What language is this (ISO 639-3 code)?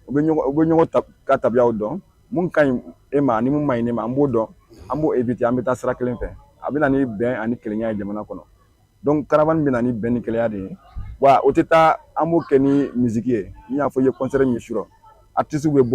bam